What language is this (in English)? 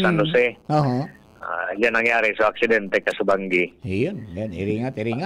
Bikol